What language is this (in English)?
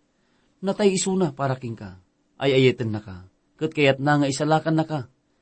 Iloko